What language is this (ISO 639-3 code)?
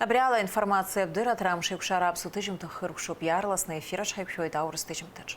abk